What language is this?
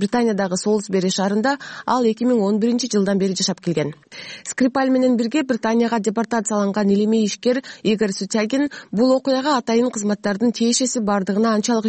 Kyrgyz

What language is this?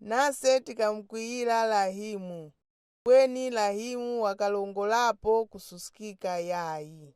Nyanja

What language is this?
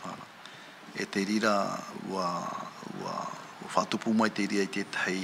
Tahitian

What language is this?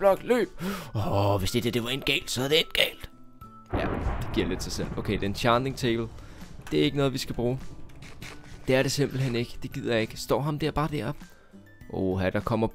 Danish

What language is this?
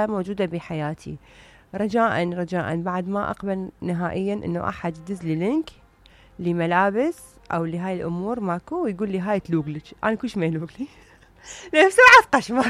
Mesopotamian Arabic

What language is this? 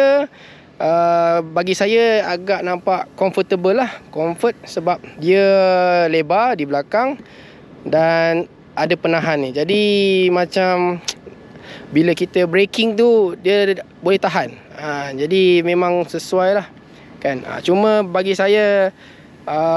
Malay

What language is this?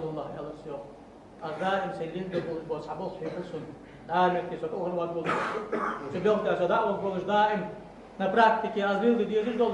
Ingush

